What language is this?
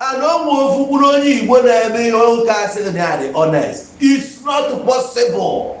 Igbo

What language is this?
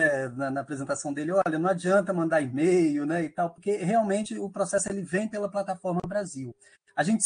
Portuguese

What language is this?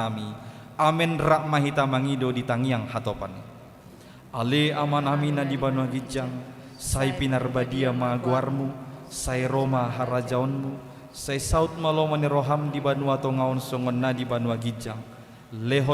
Batak Toba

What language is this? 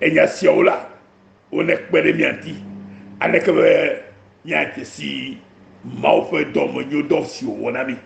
Ewe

